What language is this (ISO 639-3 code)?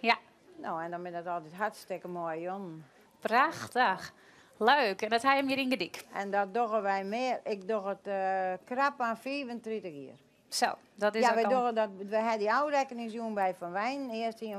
fry